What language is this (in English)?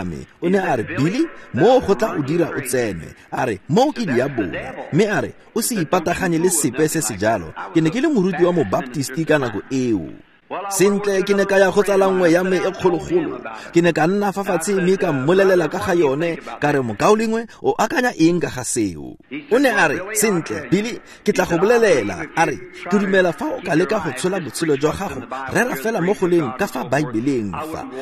Tswana